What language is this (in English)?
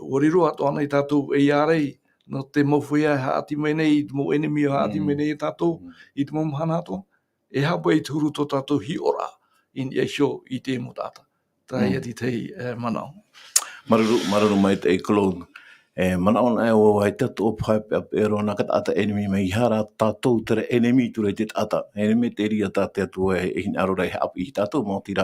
Tahitian